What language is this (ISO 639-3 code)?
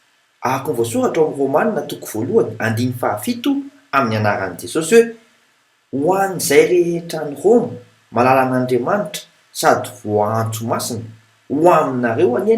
mlg